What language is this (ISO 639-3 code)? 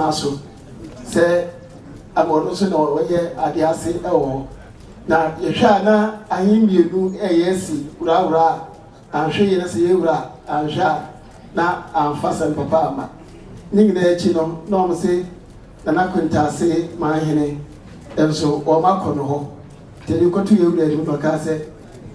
aka